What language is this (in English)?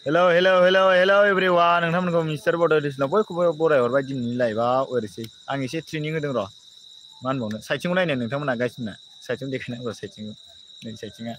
Bodo